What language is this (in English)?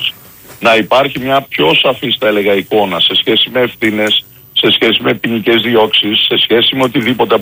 Greek